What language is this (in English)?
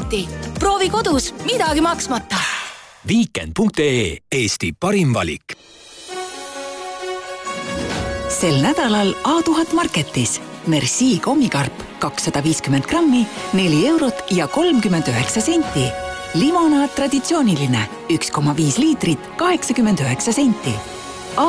Estonian